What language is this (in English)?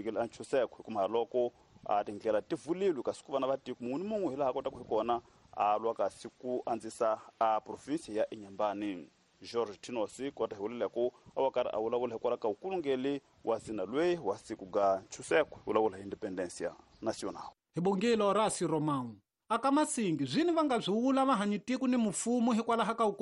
Tsonga